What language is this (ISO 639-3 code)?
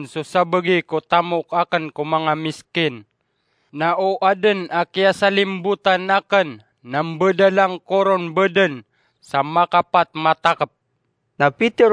mrw